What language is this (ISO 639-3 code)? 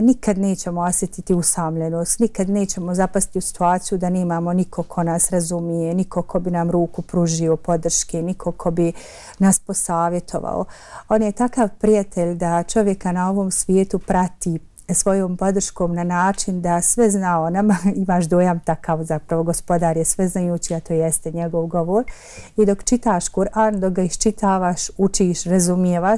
bos